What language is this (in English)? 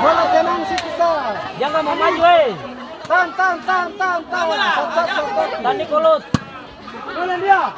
Ambonese Malay